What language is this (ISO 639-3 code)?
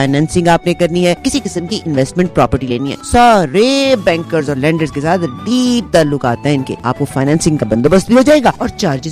pan